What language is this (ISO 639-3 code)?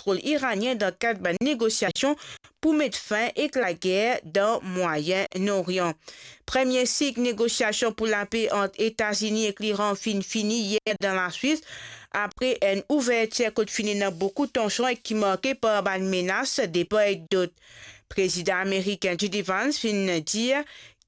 mfe